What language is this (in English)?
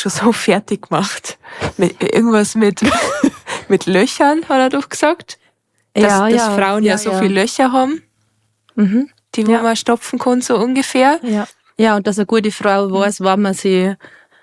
Bavarian